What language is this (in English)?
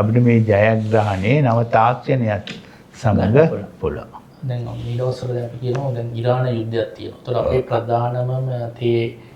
Sinhala